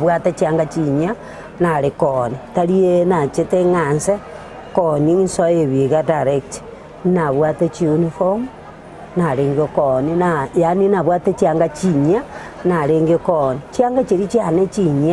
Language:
Gusii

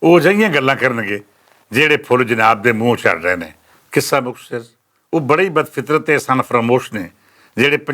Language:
Western Panjabi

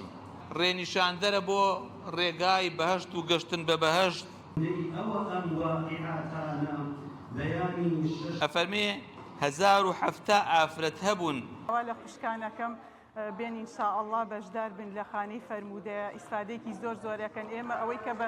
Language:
Central Kurdish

